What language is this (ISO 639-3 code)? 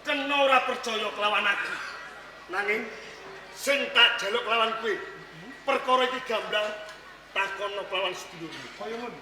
jav